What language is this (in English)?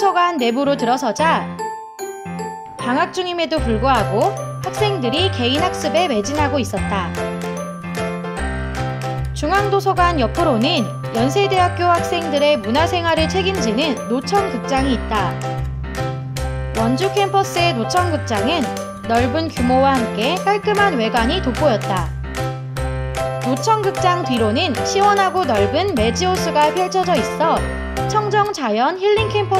Korean